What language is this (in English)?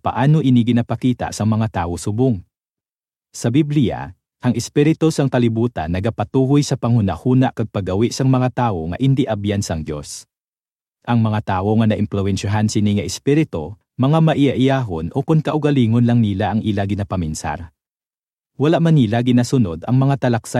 Hiligaynon